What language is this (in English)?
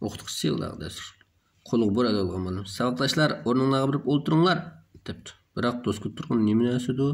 Uyghur